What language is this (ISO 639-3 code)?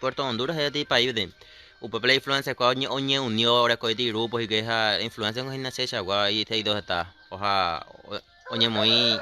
grn